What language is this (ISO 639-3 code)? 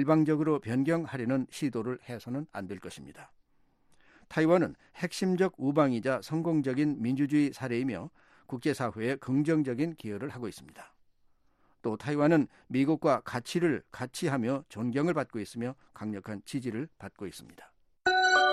kor